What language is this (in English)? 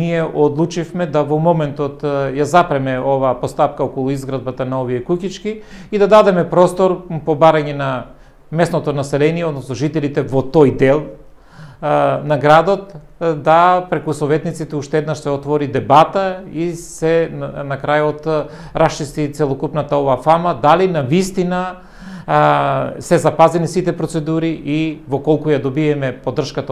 Macedonian